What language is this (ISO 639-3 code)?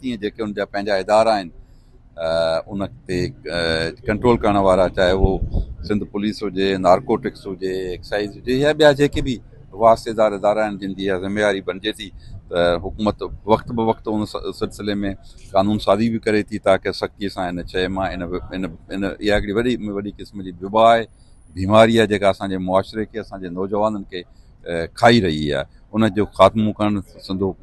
snd